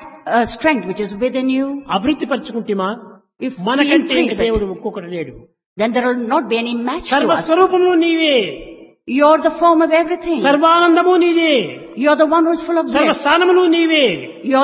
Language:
Telugu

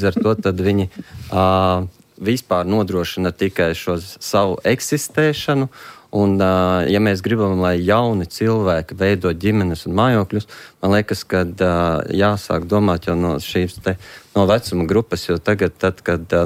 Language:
Latvian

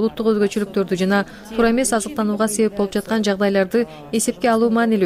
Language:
Kyrgyz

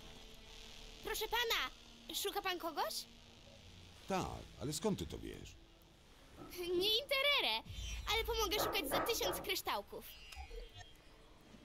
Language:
Polish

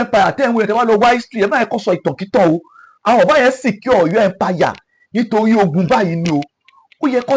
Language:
Yoruba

